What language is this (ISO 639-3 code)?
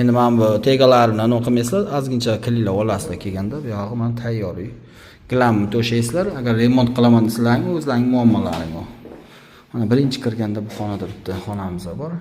uzb